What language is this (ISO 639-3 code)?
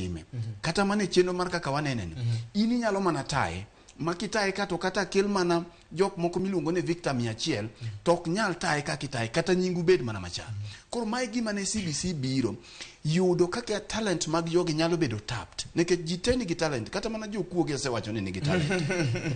luo